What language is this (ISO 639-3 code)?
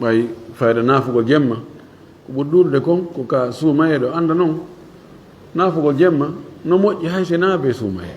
ful